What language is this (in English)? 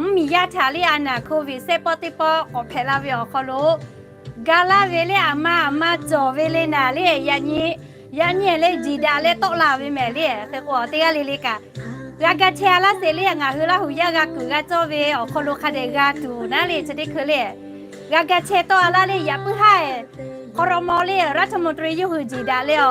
Lahu